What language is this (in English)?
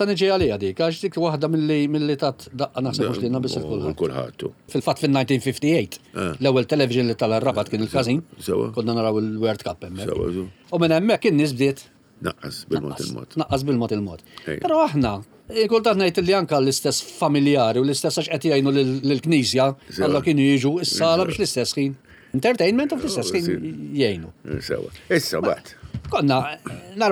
Maltese